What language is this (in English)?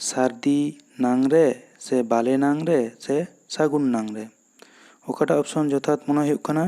Santali